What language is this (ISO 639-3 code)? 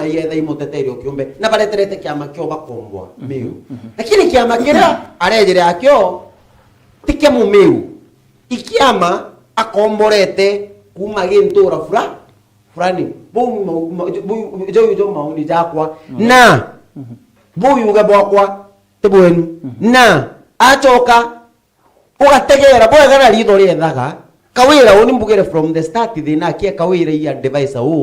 mer